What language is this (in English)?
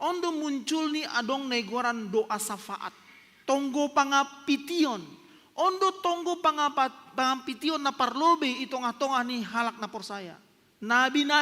Batak Simalungun